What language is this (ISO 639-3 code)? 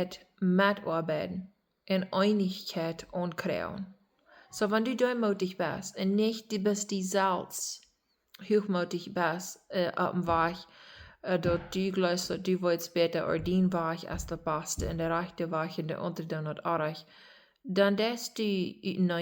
pdt